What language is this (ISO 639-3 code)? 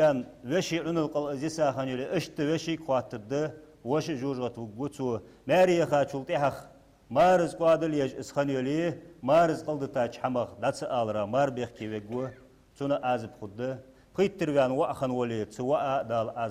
inh